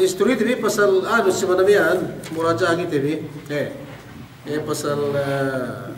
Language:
Yakan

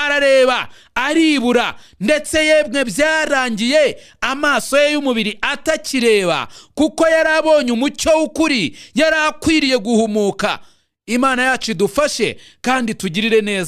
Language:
Kinyarwanda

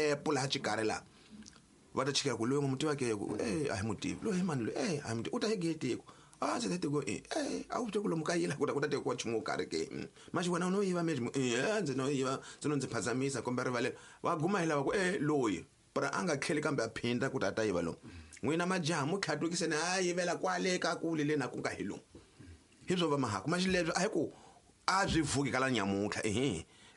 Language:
Tsonga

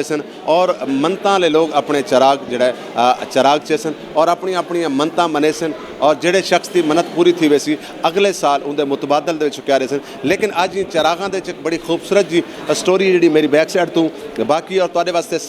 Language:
Saraiki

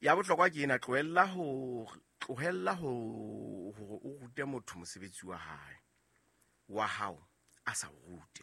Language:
Southern Sotho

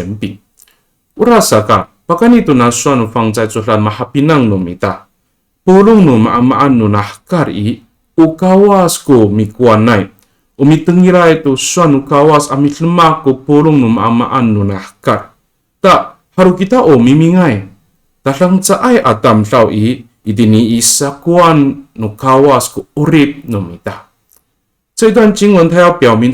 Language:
Amis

